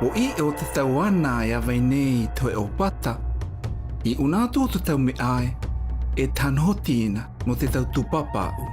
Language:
South Marquesan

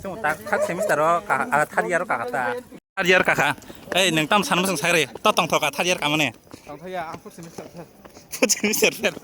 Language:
Kok Borok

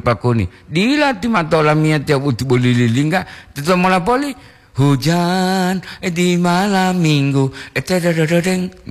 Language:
Gorontalo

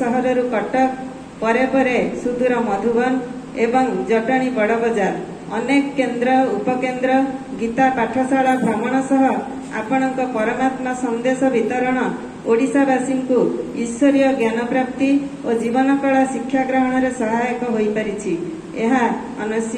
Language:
Odia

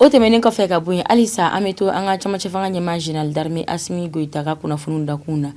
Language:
Bambara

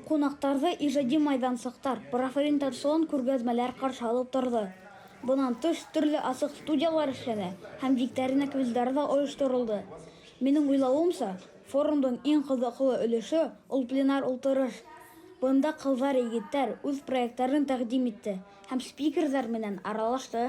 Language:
Bashkir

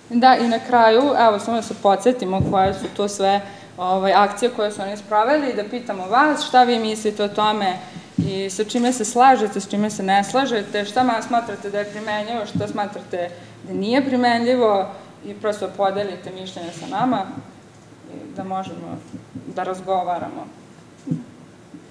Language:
Serbian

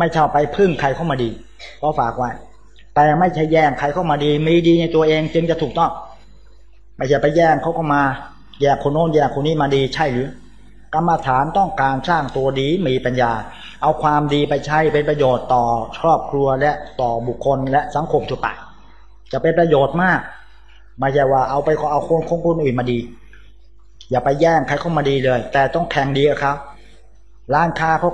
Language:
Thai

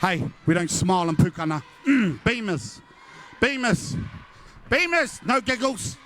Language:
Māori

